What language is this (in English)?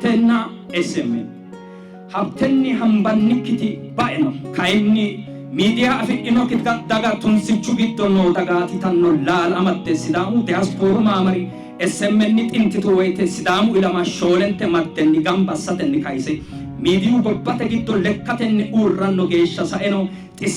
Sidamo